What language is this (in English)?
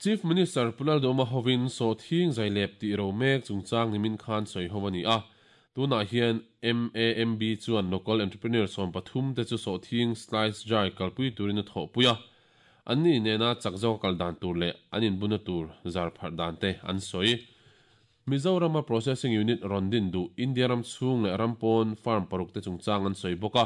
Mizo